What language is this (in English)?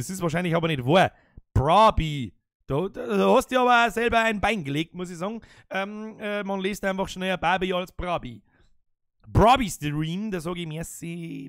Bavarian